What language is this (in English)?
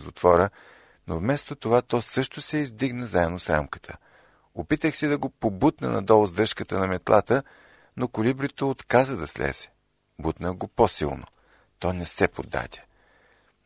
Bulgarian